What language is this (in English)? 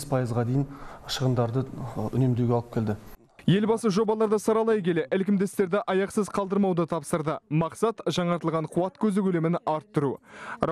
Kazakh